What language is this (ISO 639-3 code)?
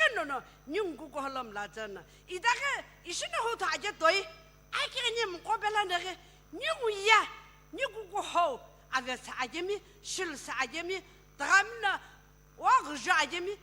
nsm